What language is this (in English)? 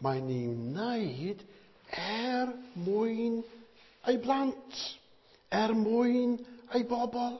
Welsh